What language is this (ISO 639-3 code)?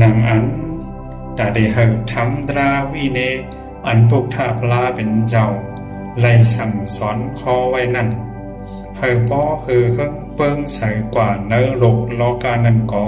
shn